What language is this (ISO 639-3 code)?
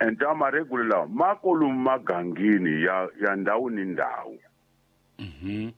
tso